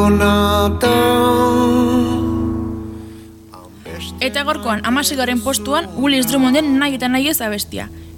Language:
Basque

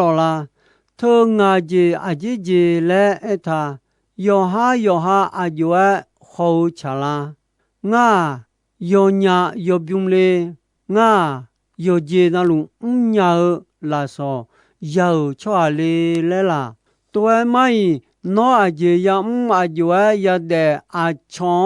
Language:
Akha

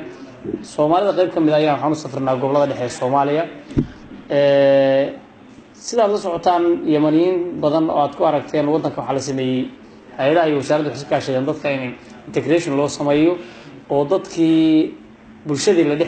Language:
Somali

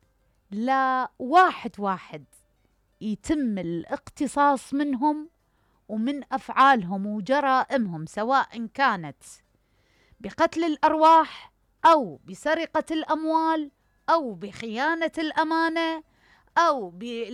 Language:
Mesopotamian Arabic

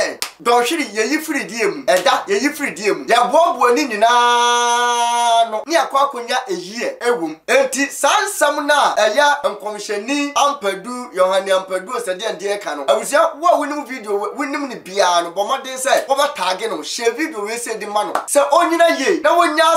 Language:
Akan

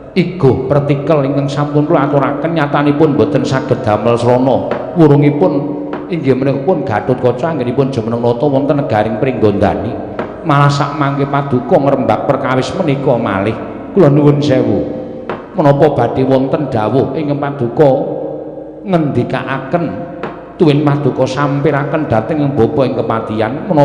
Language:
Javanese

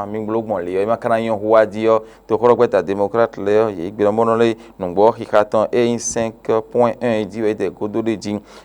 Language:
Fon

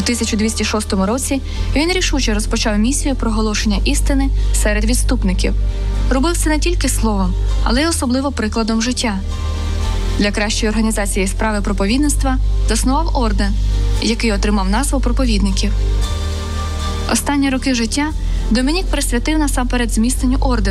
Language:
Ukrainian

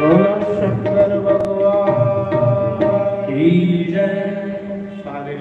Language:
Dogri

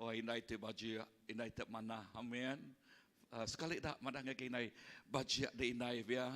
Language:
Iban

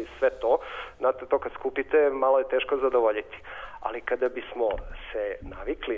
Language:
Serbian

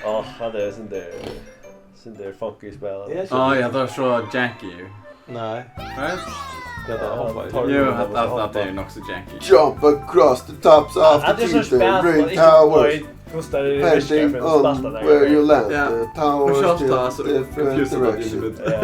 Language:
Faroese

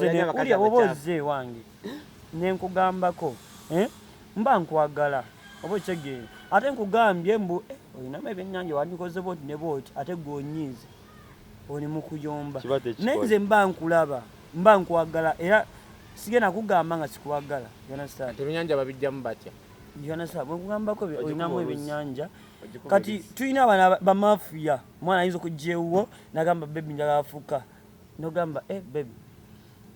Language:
Ganda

